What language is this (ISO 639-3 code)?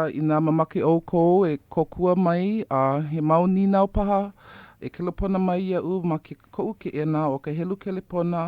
haw